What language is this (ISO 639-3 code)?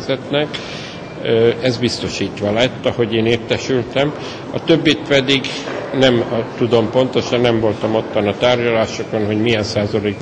hun